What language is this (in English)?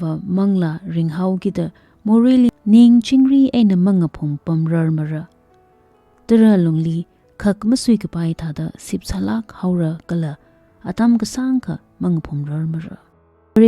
Tangkhul Naga (India)